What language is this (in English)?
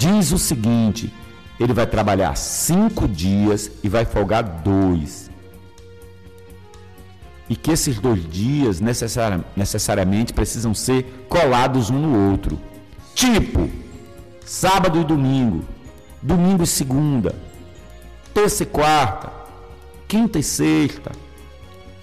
Portuguese